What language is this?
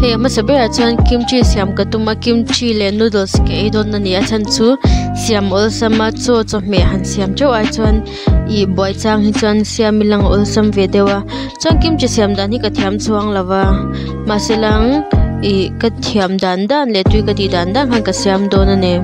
Mizo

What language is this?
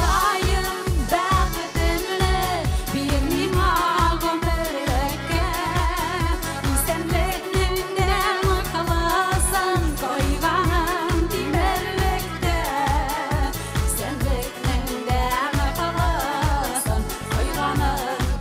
Kazakh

